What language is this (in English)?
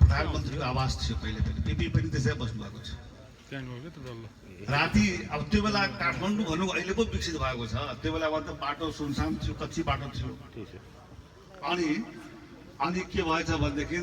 Nepali